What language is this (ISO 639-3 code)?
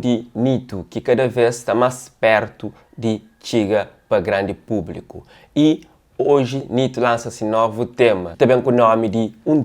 kea